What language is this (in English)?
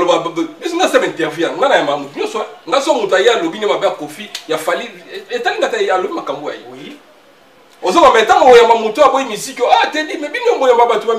Lingala